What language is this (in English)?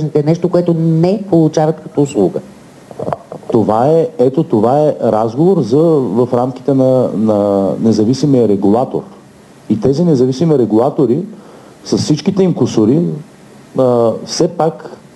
Bulgarian